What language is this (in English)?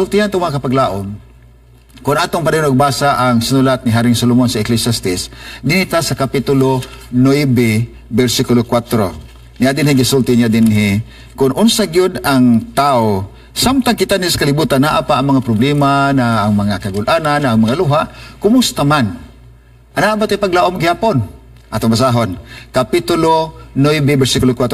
Cebuano